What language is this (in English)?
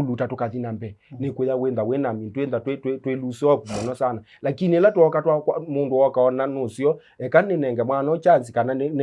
Kamba